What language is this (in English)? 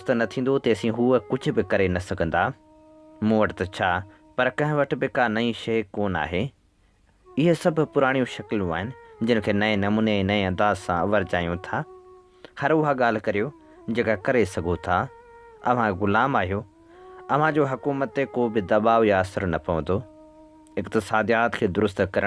Sindhi